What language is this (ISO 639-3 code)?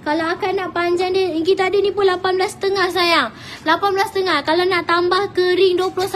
msa